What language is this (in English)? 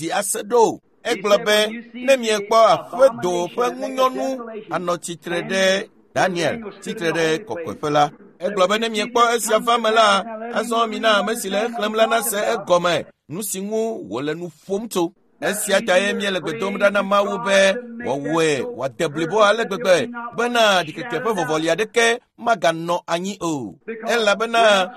Ewe